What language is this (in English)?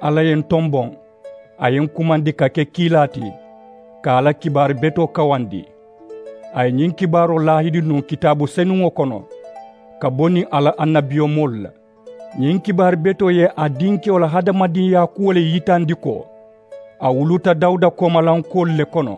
Mandingo